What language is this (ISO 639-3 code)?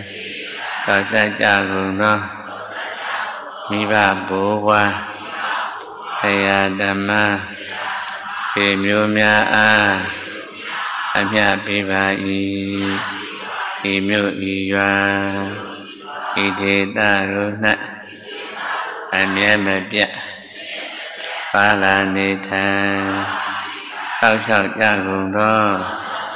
mya